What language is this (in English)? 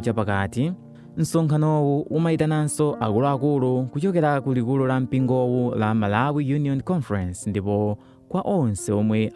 Nyanja